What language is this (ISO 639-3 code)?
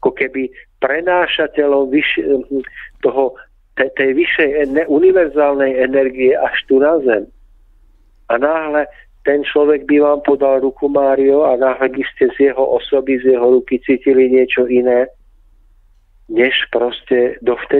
slk